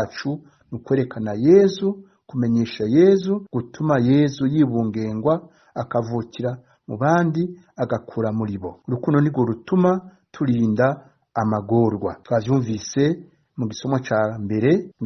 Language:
Rundi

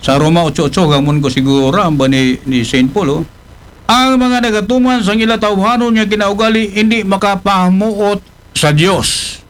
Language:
Aklanon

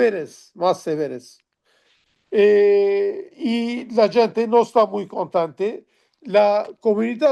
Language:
Ladino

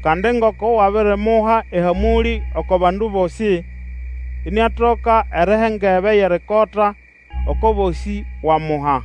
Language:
Nande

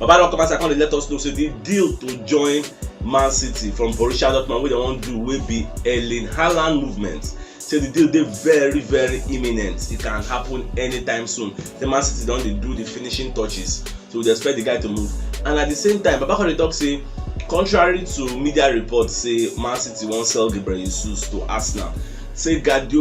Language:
Nigerian Pidgin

